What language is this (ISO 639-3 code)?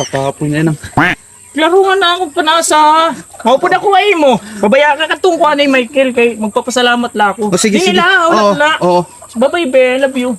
war